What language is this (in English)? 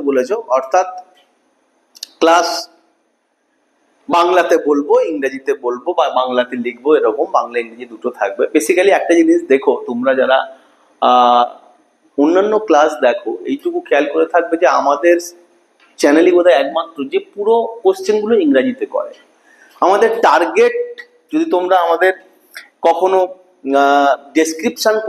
Bangla